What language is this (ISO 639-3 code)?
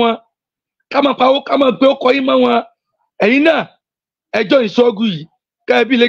yor